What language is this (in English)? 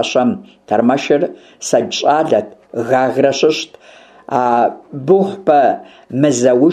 Kabardian